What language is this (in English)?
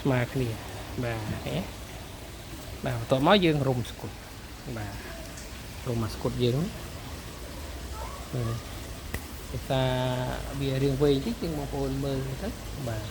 Khmer